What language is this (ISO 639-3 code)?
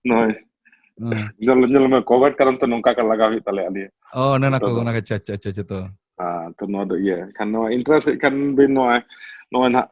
sat